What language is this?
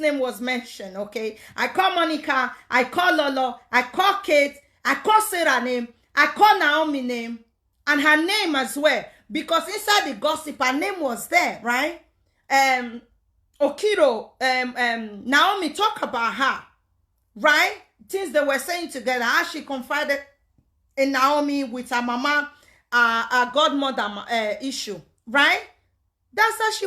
Nigerian Pidgin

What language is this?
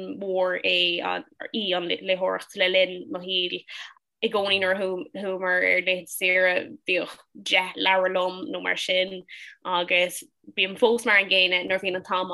Irish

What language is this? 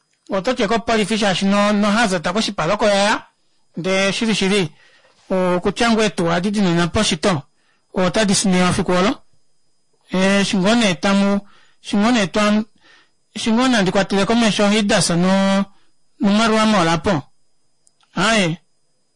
Kuanyama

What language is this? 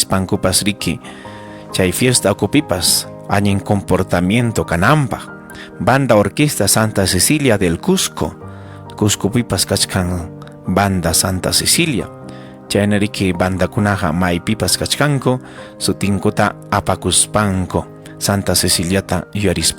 Ayacucho Quechua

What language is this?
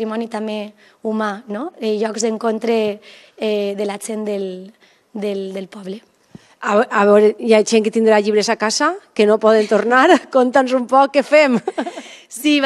Catalan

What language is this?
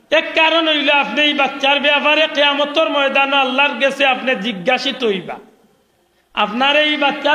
Sylheti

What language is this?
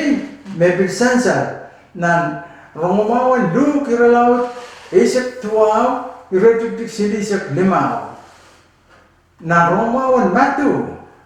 Pohnpeian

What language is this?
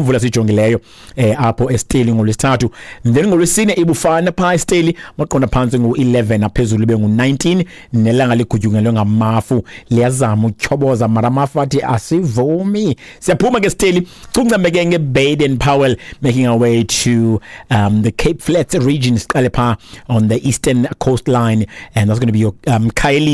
Xhosa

